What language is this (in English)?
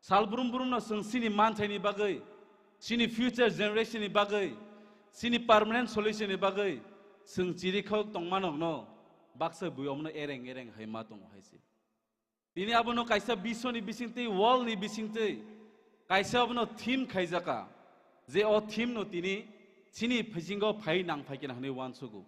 Kok Borok